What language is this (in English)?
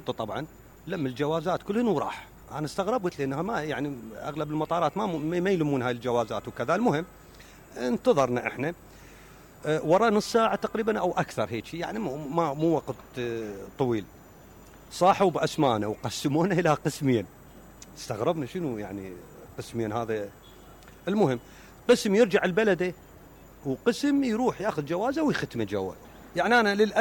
Mesopotamian Arabic